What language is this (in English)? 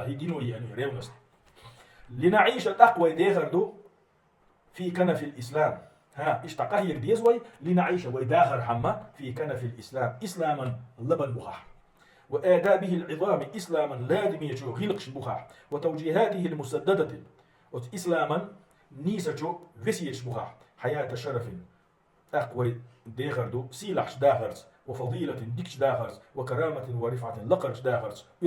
Chechen